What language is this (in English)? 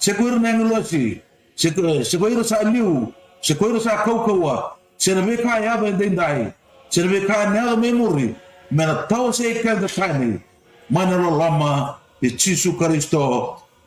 Fijian